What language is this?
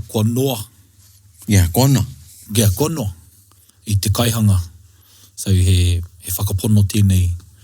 Māori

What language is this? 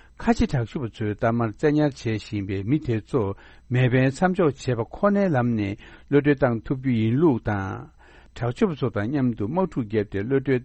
Tibetan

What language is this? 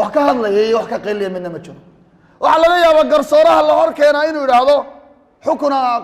Somali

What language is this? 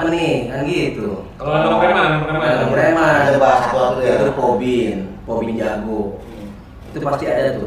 Betawi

